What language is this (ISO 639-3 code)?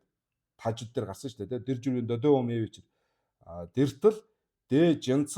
mon